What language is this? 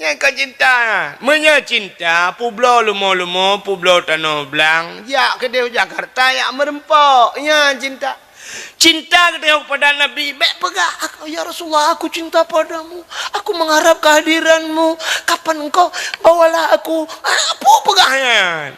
Achinese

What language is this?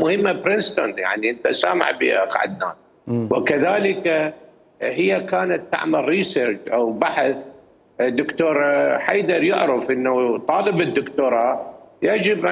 Mesopotamian Arabic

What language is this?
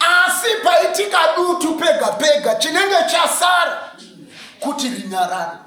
Shona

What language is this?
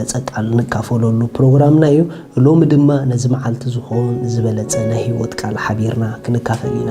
Tigrinya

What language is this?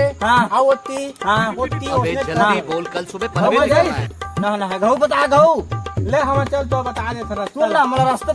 Chhattisgarhi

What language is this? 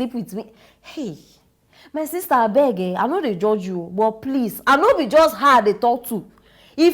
Nigerian Pidgin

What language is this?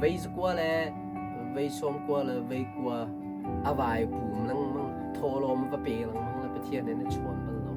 Hakha Chin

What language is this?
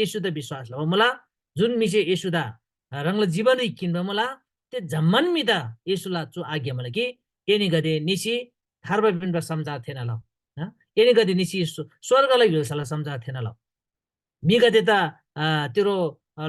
Eastern Tamang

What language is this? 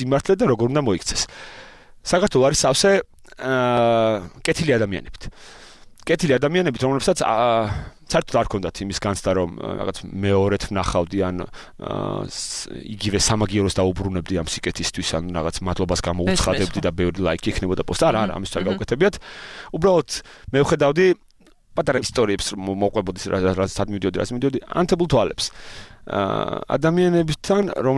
Georgian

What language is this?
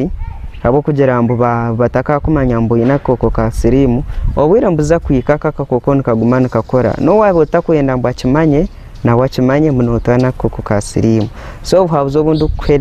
Nyankole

